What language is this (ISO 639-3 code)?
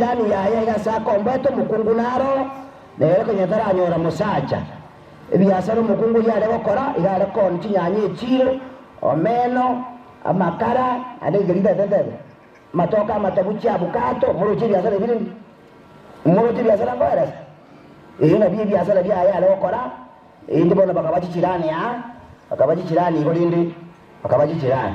guz